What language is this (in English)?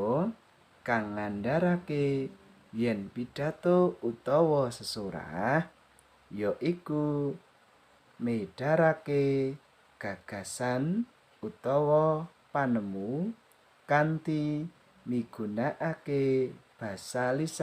Javanese